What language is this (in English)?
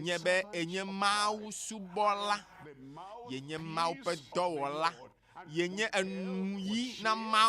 Ewe